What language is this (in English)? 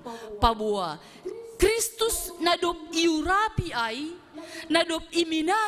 Batak Simalungun